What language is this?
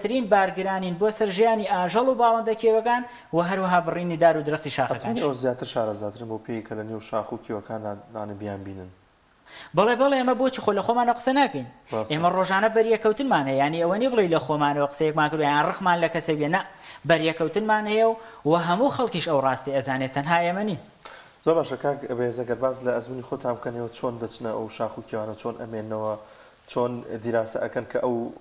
Central Kurdish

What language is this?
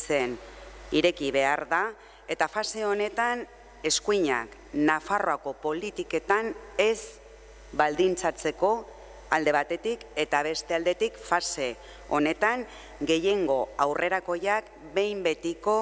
Basque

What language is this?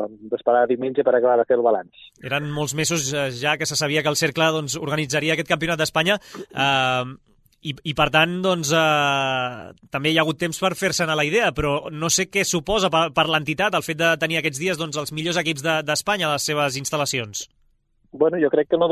Catalan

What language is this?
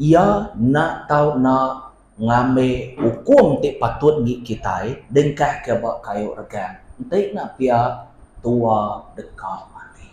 Iban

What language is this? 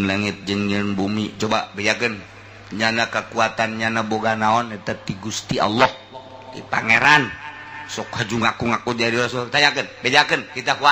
Sundanese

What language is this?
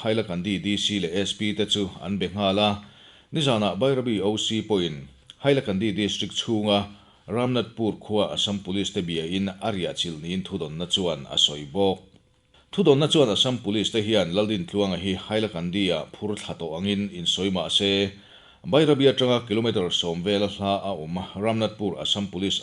Mizo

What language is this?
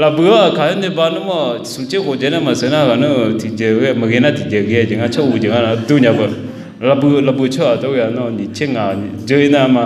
Akha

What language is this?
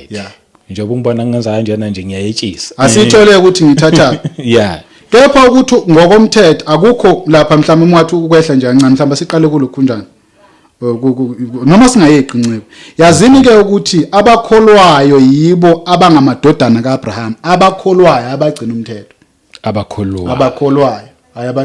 Zulu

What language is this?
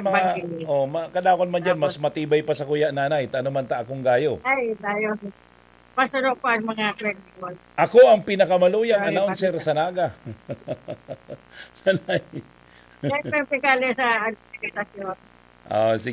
Bikol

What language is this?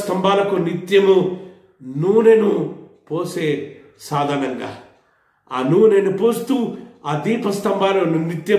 Telugu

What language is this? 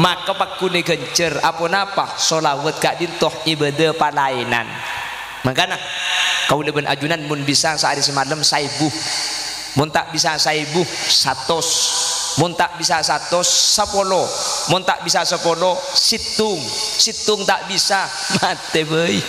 Madurese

